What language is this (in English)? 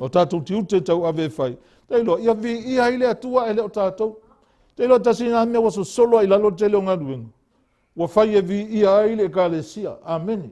Samoan